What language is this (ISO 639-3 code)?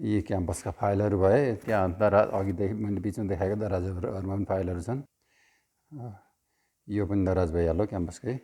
nep